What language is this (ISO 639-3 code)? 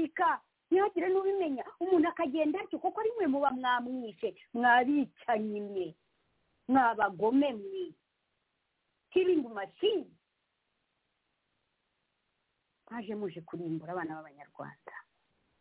kin